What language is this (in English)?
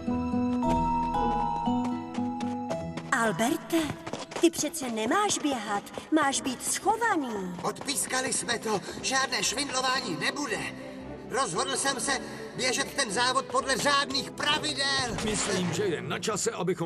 Czech